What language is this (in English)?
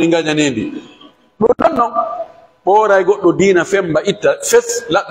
Pular